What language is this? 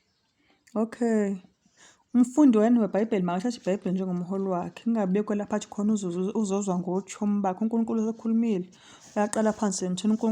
Zulu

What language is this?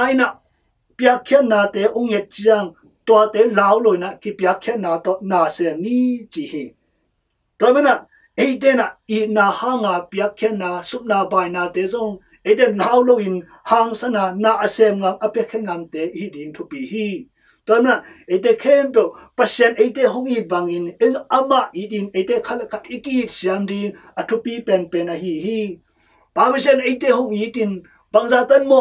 Tedim Chin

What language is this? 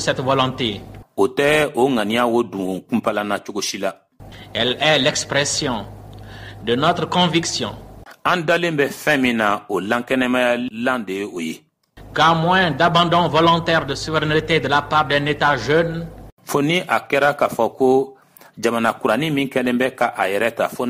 Bambara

